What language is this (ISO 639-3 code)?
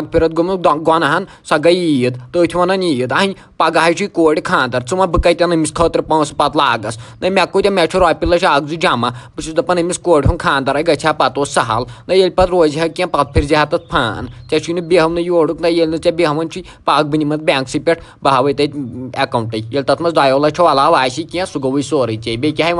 kas